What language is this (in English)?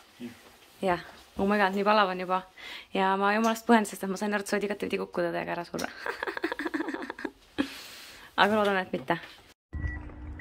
Estonian